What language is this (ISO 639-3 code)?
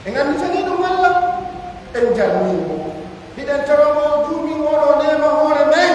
fuf